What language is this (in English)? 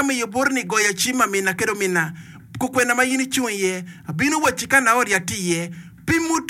Acoli